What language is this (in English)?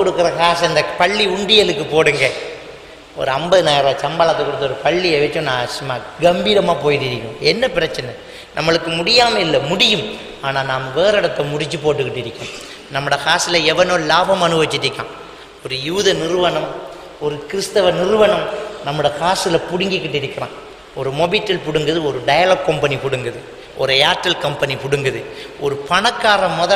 Tamil